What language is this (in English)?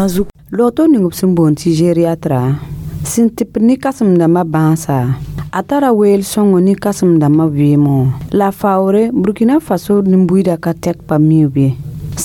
Mossi